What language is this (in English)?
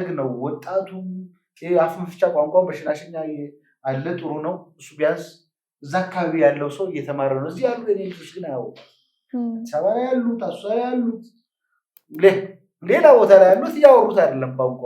Amharic